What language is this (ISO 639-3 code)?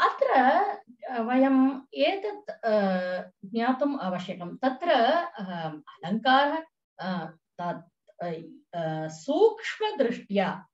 san